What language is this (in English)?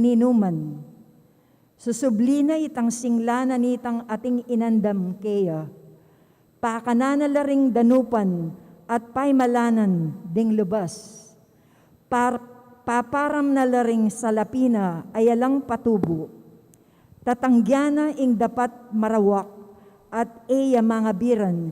Pampanga